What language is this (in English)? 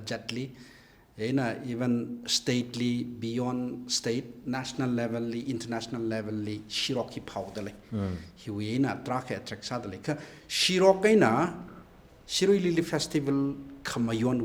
Tangkhul Naga (India)